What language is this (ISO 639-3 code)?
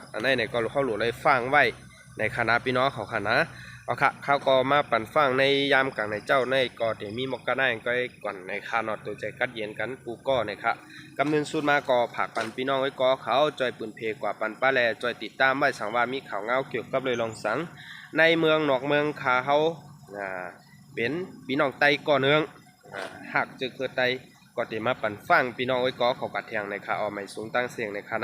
shn